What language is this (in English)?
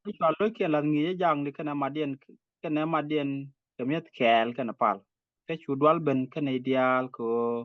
Nuer